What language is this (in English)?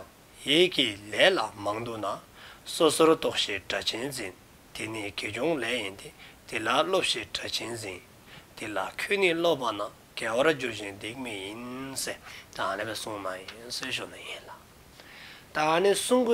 Dzongkha